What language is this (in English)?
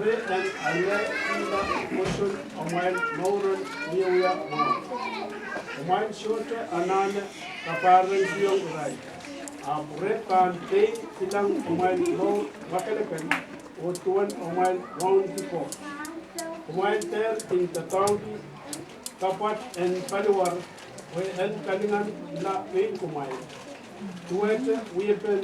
Pohnpeian